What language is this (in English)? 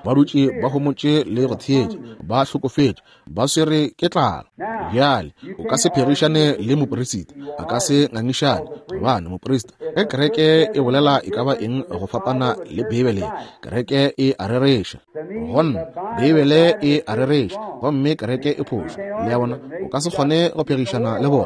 Northern Sotho